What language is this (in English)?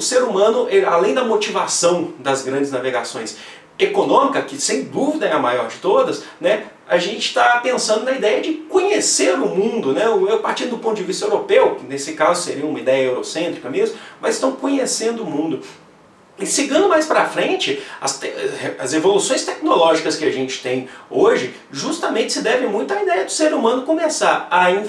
Portuguese